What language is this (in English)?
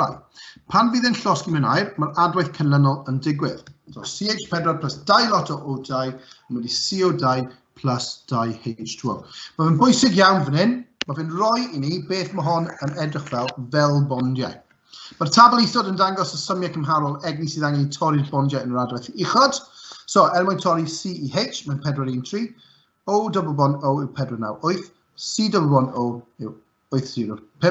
Welsh